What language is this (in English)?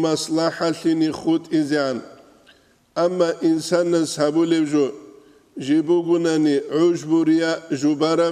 Avaric